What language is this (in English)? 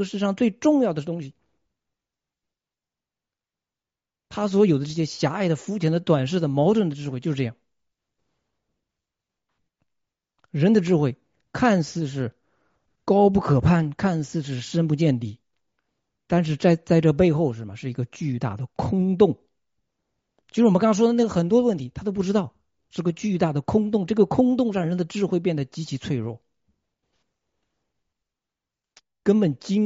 Chinese